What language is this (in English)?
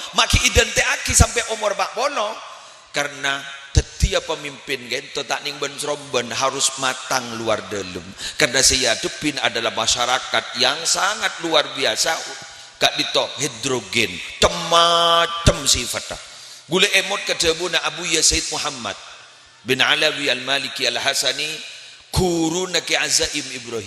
Madurese